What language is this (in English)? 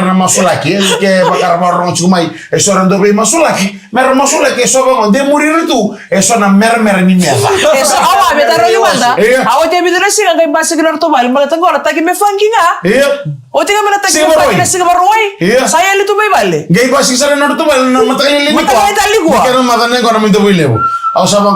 Fijian